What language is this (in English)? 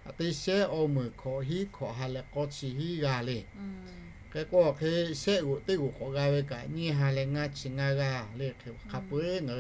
Lahu